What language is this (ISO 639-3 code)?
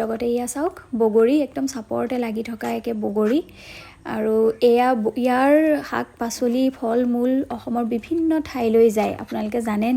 asm